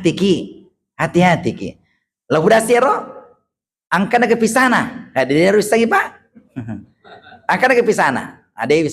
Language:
Buginese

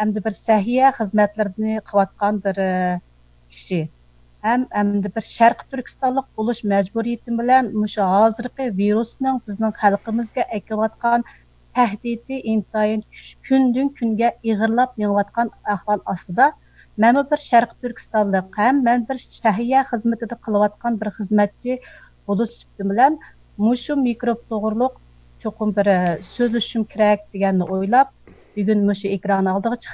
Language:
Uyghur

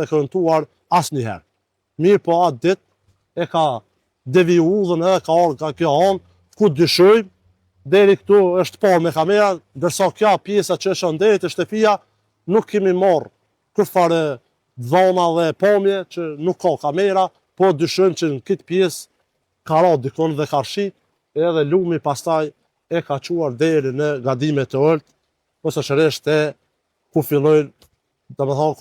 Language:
Albanian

